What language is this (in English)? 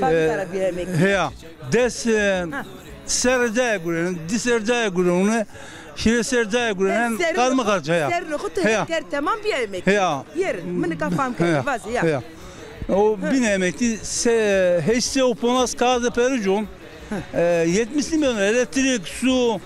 Zaza